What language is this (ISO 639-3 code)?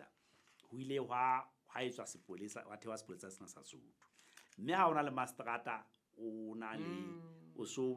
sot